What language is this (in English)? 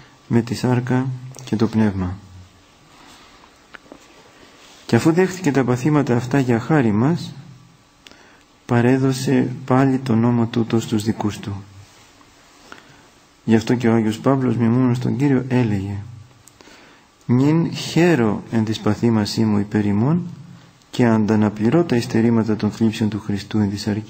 Greek